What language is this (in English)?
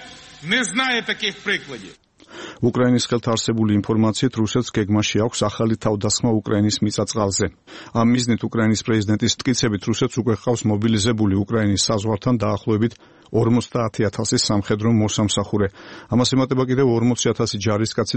Georgian